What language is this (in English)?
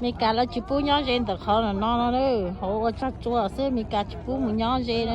Hmong